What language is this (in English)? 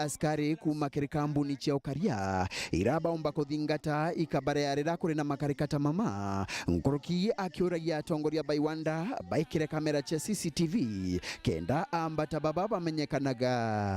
Meru